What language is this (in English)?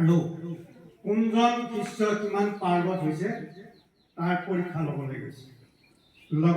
Assamese